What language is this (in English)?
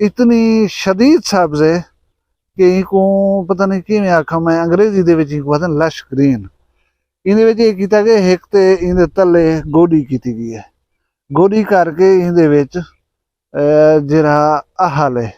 Saraiki